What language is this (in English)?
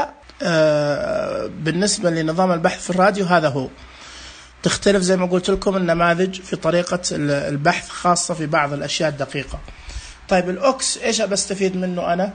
Najdi Arabic